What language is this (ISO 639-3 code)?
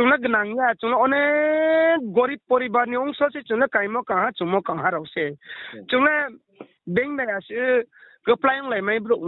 ria